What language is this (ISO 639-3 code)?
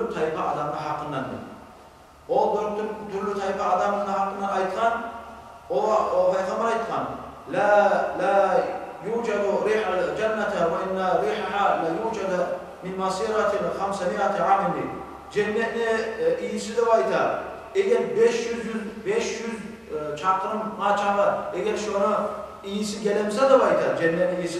kum